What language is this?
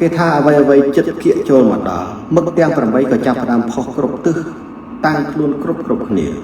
Khmer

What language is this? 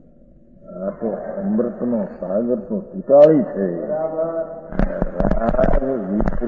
Gujarati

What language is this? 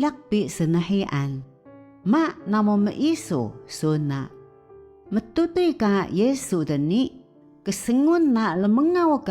Taroko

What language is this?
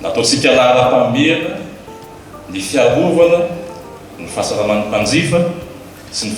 Malagasy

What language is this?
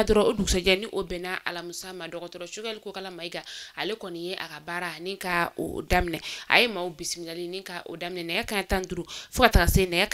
Bambara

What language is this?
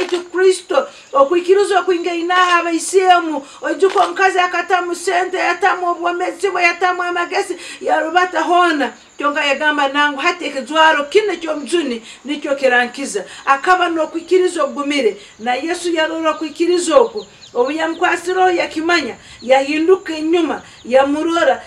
Nyankole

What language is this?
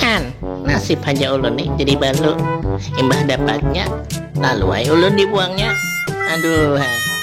Banjar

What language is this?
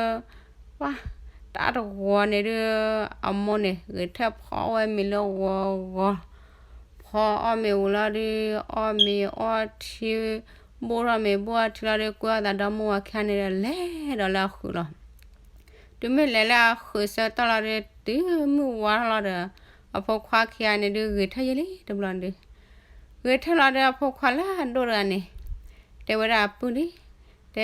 S'gaw Karen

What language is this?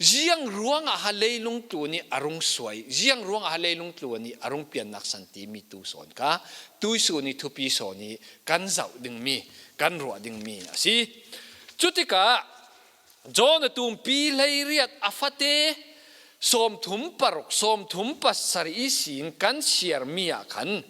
Falam Chin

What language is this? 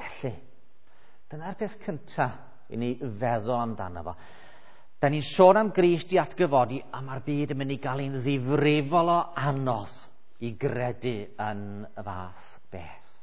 Welsh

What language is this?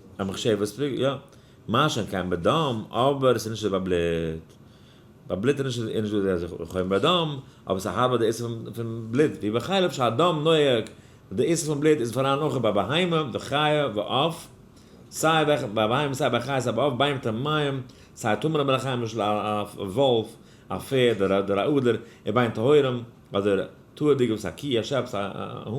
Yiddish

